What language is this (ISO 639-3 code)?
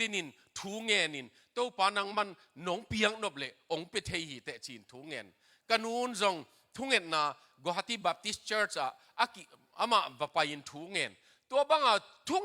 ctd